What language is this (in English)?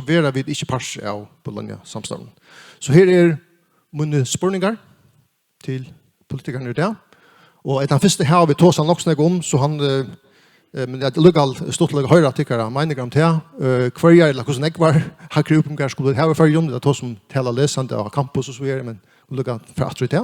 Faroese